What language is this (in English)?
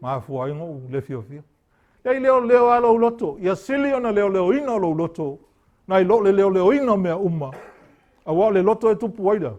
Samoan